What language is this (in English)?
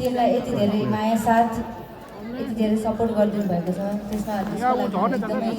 Nepali